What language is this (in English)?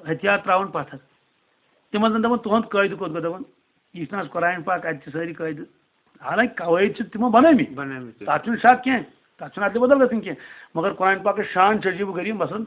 Kashmiri